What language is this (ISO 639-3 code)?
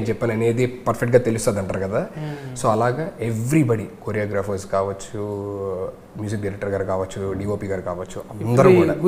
tel